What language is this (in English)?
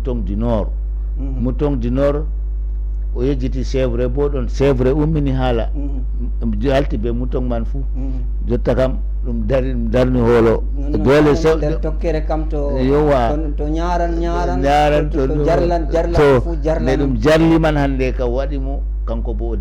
Fula